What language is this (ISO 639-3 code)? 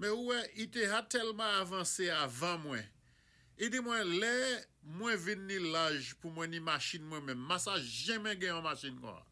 acf